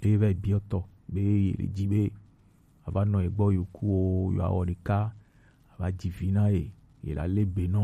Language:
Gen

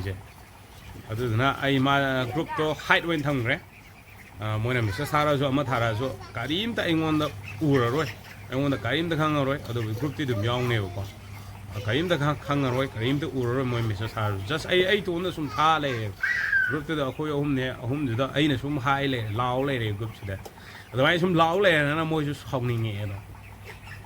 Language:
Manipuri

